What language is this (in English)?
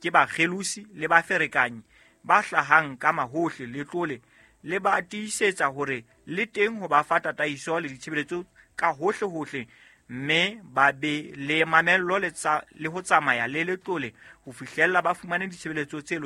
Southern Sotho